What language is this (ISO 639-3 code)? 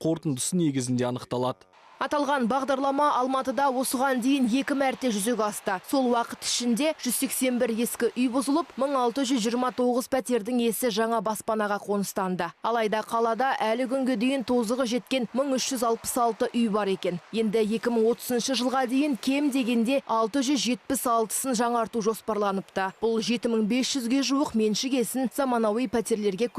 kaz